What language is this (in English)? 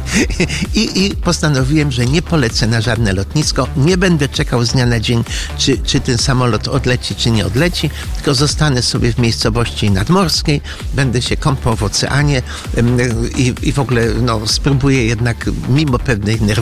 Polish